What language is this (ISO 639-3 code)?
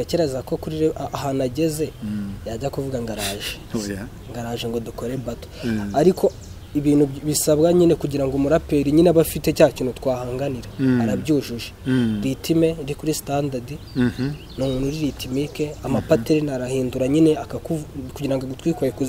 kin